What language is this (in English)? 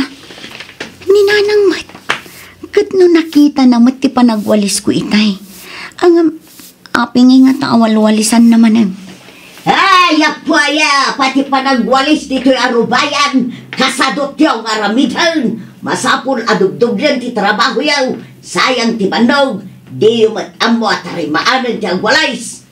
Iloko